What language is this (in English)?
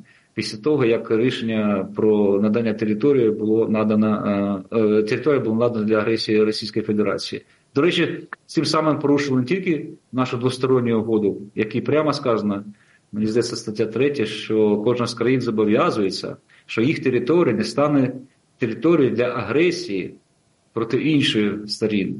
Ukrainian